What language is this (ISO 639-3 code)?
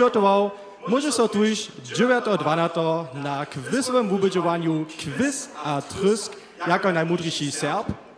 hsb